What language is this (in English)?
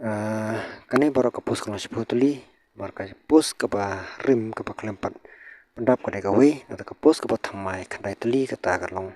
Khasi